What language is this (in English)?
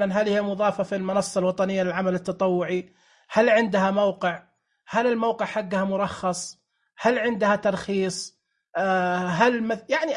Najdi Arabic